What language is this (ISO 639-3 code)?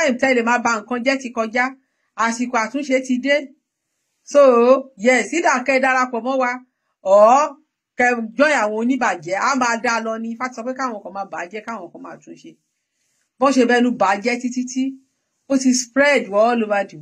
yor